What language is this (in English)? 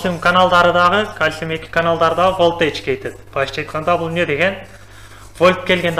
Kyrgyz